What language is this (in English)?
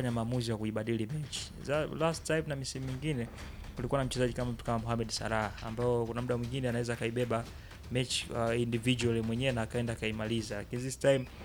Swahili